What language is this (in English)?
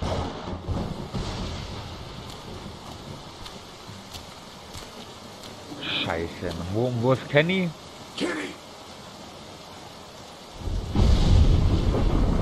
German